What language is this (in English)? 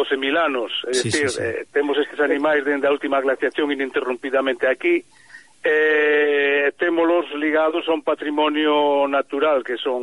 Galician